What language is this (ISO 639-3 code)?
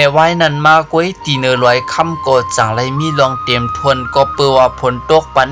shn